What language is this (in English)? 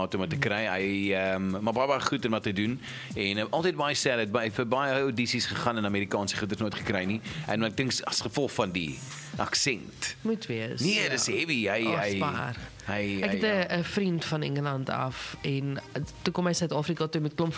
Afrikaans